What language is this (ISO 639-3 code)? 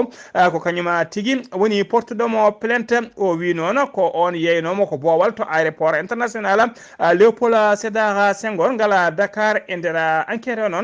ful